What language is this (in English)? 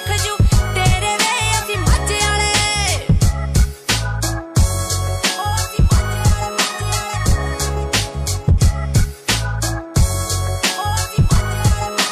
Punjabi